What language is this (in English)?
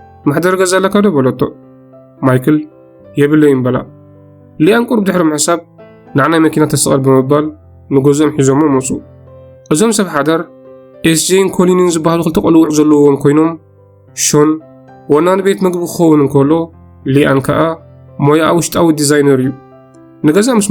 Tigrinya